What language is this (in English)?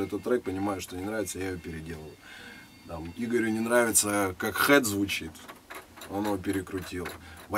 Russian